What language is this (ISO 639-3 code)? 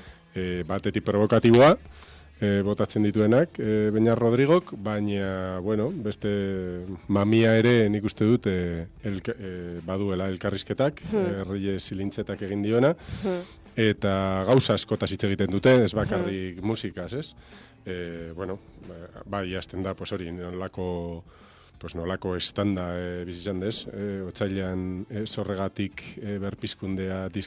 eus